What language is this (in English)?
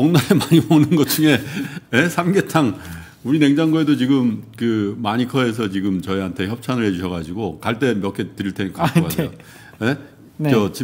Korean